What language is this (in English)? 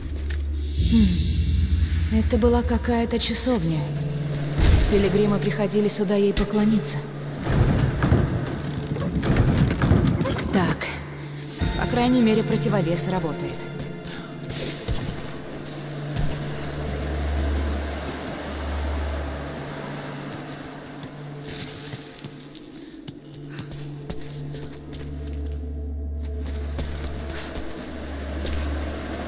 Russian